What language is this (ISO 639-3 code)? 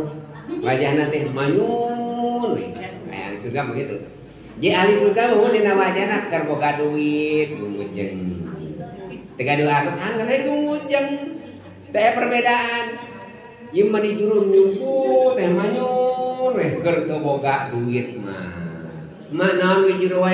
sun